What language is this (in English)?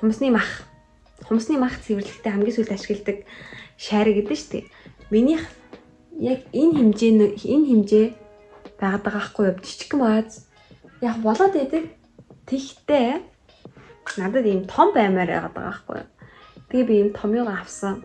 Mongolian